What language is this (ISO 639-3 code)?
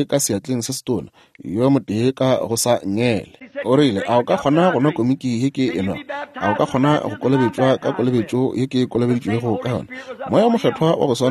nso